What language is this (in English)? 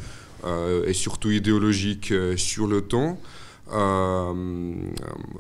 French